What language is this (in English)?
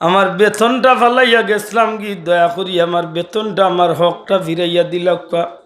Sylheti